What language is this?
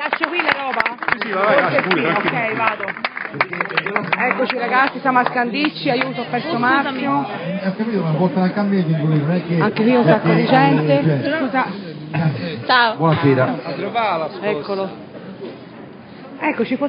Italian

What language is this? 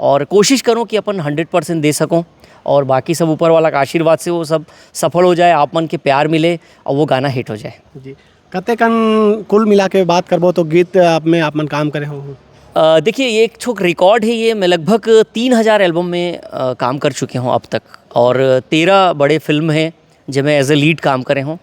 Chhattisgarhi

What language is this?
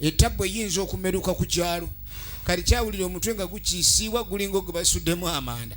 Ganda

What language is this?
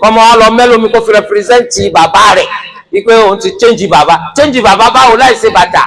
Yoruba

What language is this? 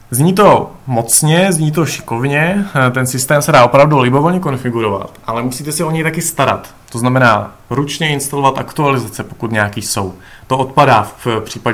Czech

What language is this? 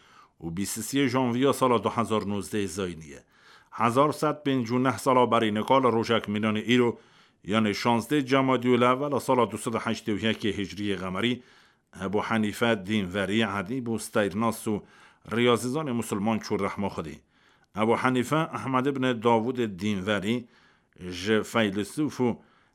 Kurdish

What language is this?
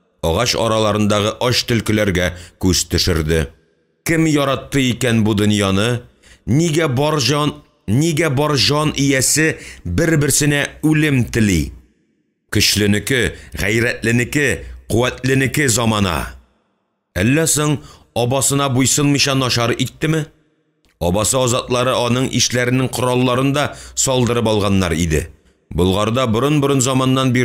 Tatar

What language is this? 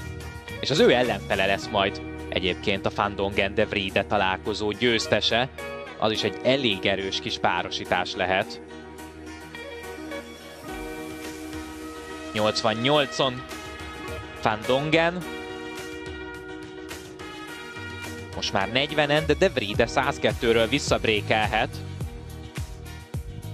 Hungarian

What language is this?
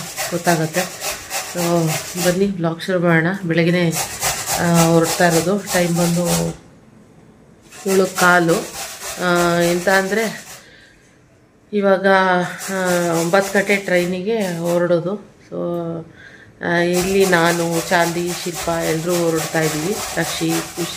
Kannada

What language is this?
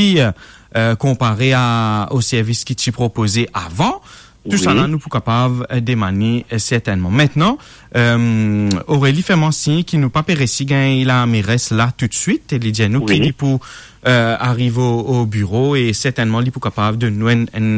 Morisyen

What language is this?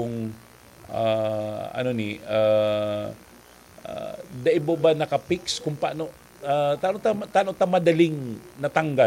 Bikol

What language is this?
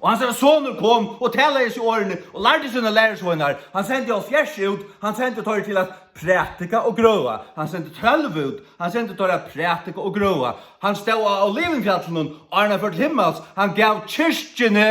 Faroese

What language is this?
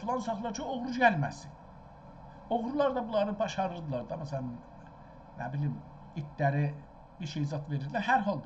South Azerbaijani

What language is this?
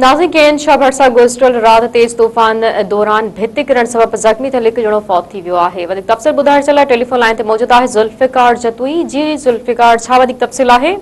Sindhi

